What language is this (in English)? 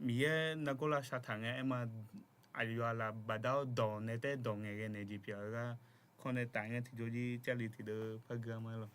Akha